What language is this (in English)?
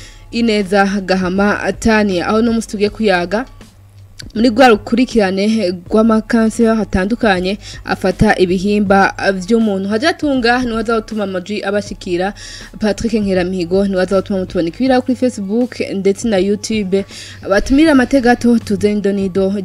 Rundi